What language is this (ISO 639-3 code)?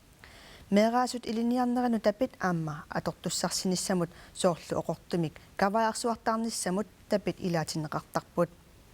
kal